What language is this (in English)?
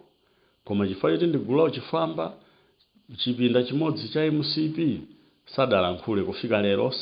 Nyanja